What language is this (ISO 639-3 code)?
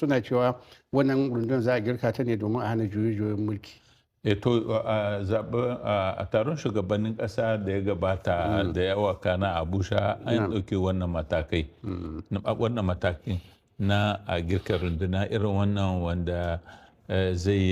hau